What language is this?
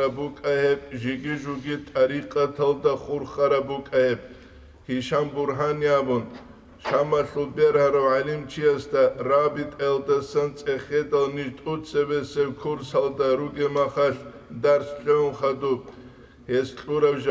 Avaric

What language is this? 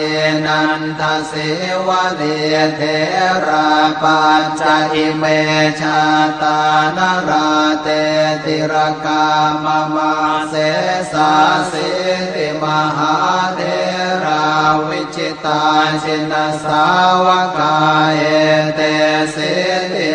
Pali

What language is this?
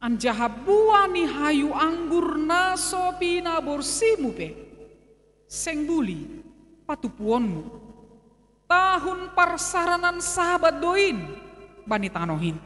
Batak Simalungun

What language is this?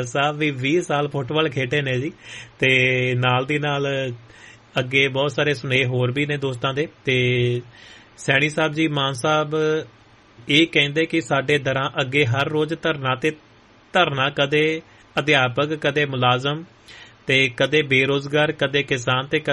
Punjabi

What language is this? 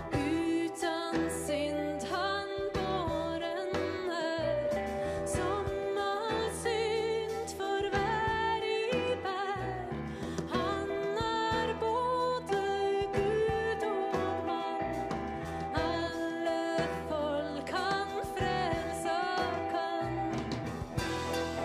Norwegian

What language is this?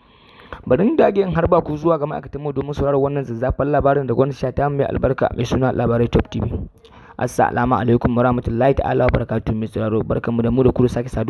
Hausa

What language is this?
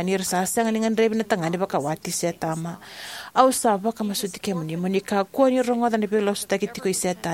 Fijian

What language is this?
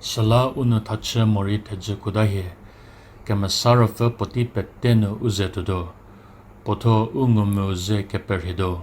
Angami Naga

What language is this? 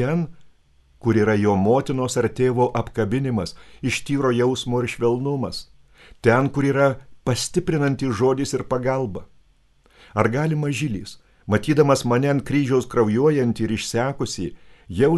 Lithuanian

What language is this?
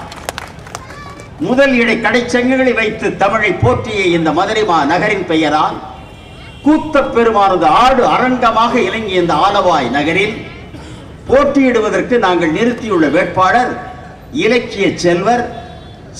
Tamil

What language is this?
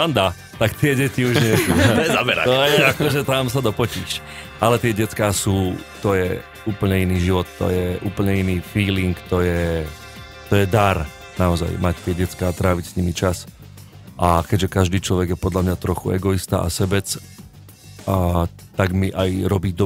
Slovak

